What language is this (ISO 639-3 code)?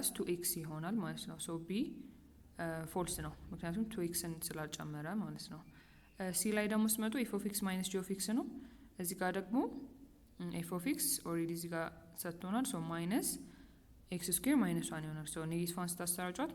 amh